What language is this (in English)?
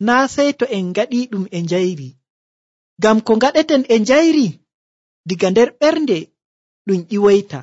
Nigerian Fulfulde